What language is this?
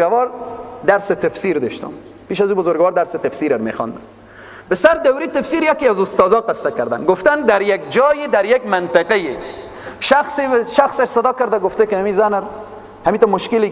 Persian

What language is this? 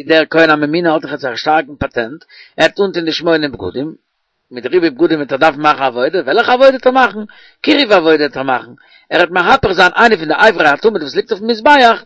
Yiddish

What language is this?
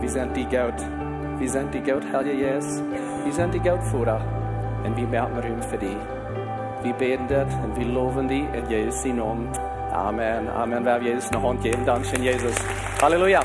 Plautdietsch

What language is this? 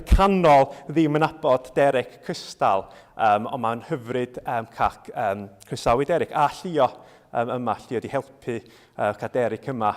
Welsh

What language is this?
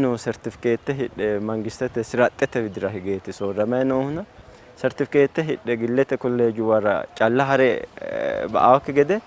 Sidamo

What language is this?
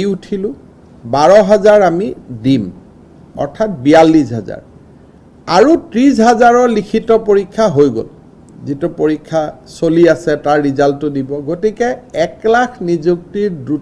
Assamese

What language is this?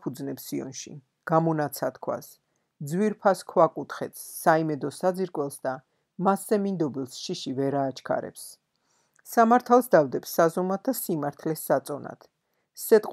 Georgian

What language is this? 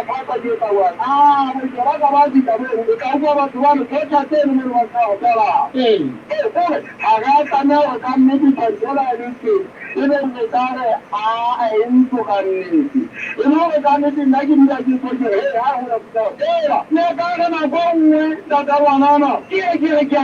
Southern Sotho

